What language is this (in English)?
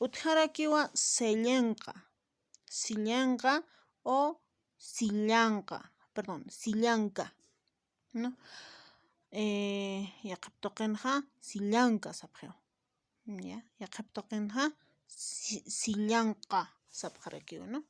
Aymara